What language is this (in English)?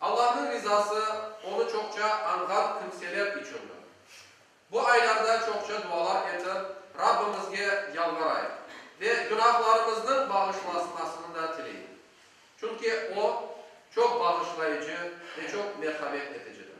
Crimean Tatar